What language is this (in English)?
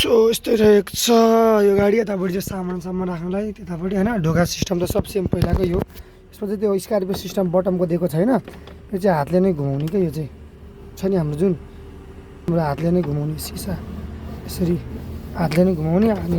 Nepali